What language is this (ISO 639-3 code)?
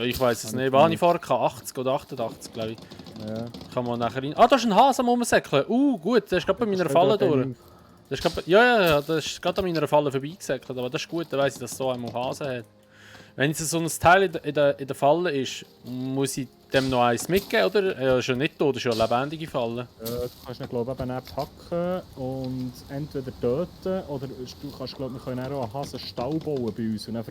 gsw